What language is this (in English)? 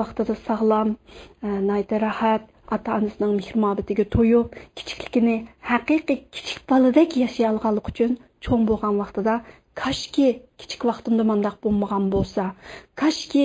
Uyghur